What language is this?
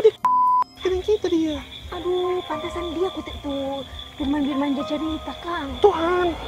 Manado Malay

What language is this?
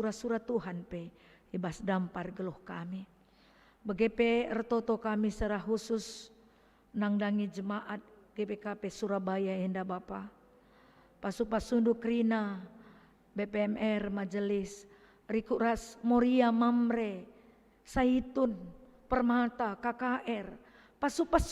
Batak Karo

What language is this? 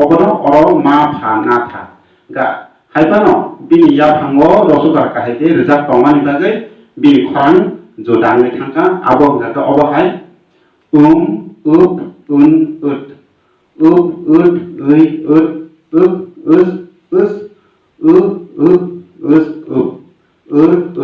Kok Borok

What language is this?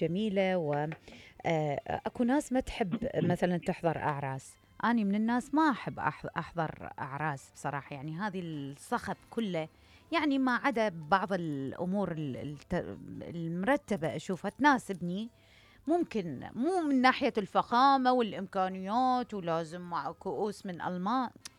Mesopotamian Arabic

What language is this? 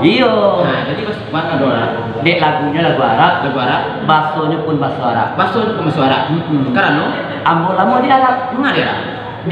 Minangkabau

